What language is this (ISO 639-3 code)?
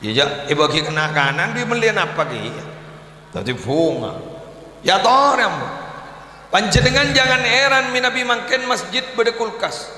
mad